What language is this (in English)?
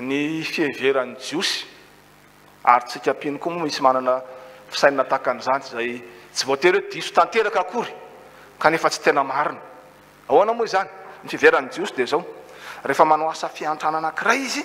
Malagasy